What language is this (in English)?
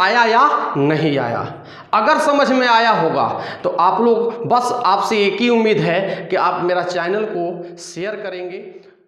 Hindi